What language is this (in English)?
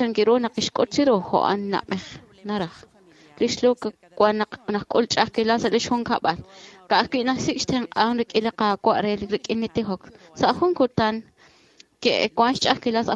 Kekchí